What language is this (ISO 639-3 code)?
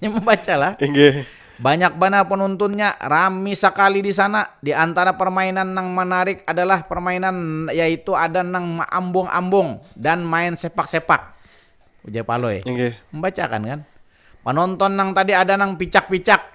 bjn